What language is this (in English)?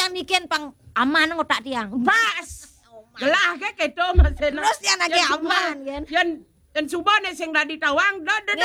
Balinese